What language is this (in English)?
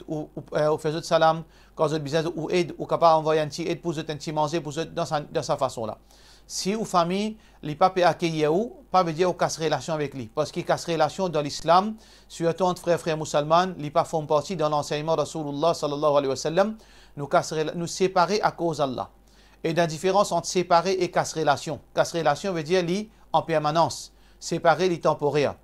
Morisyen